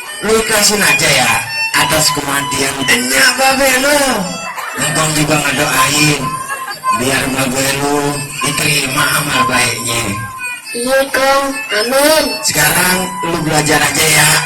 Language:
Betawi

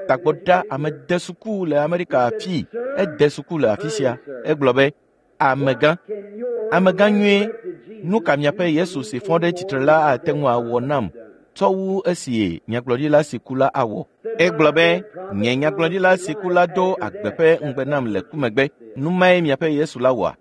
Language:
Ewe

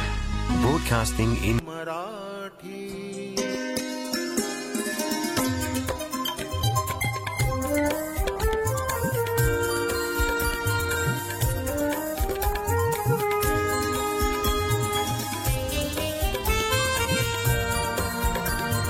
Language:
Marathi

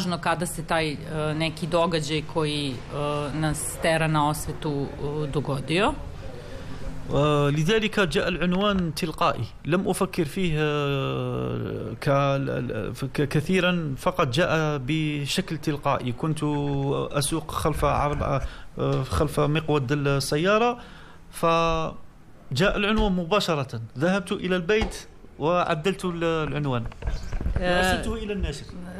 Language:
Serbian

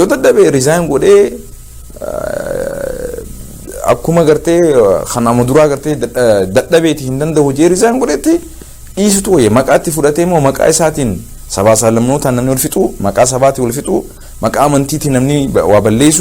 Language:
Oromo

